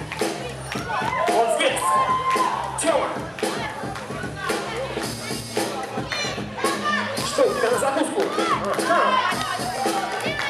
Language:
Russian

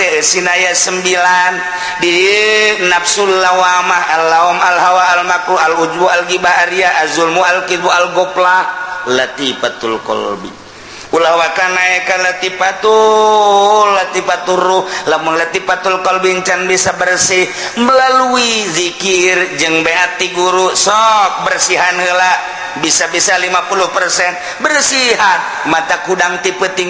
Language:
Sundanese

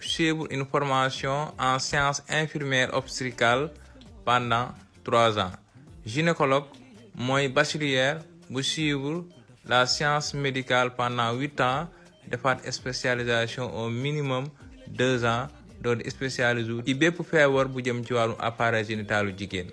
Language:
Wolof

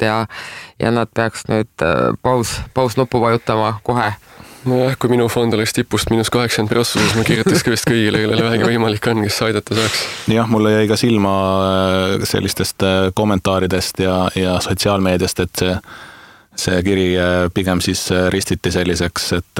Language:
Estonian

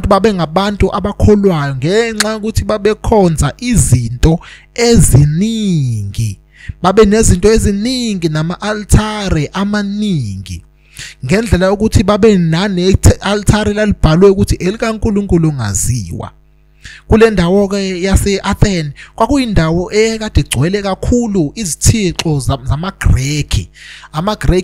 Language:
Zulu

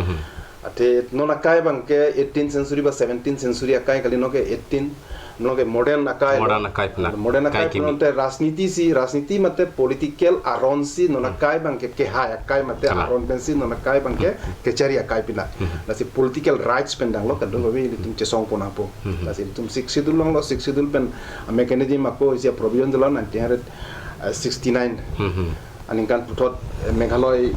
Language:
Karbi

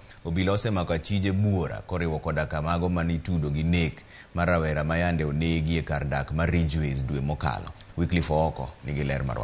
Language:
Luo (Kenya and Tanzania)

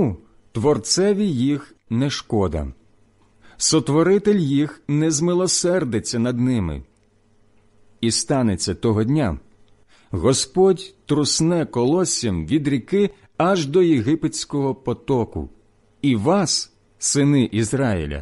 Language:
Ukrainian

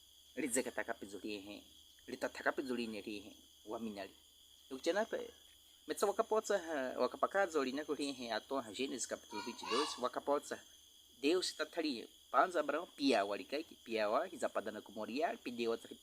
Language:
Baniwa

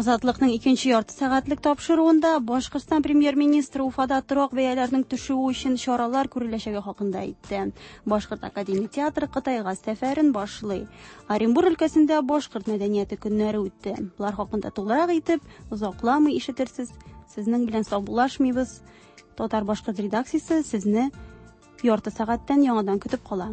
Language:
Tatar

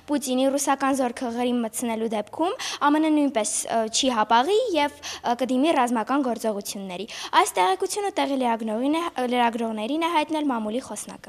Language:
Armenian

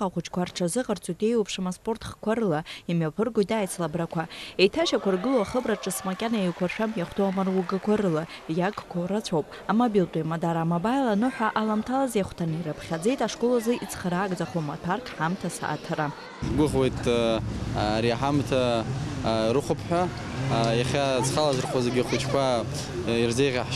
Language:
Abkhazian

